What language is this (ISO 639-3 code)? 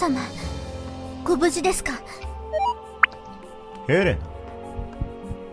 jpn